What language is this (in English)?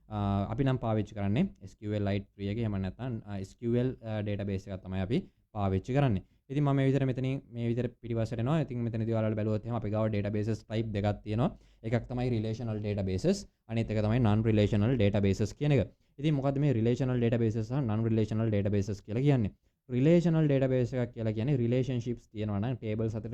Sinhala